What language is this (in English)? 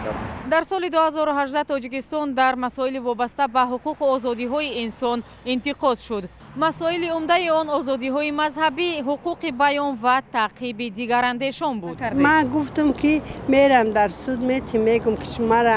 Tajik